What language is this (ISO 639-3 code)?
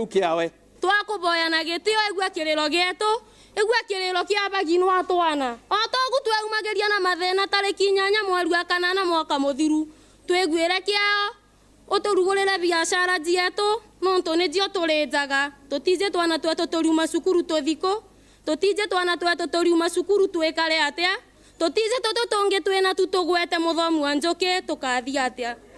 mer